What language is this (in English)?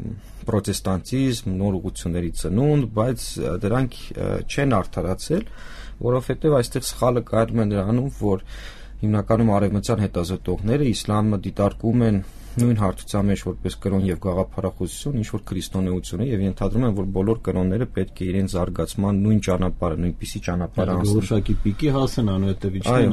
Armenian